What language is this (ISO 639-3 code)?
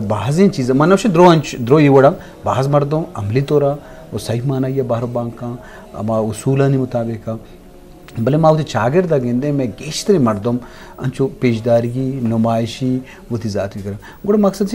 bgp